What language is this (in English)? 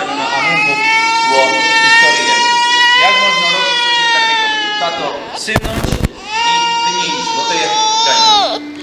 Silesian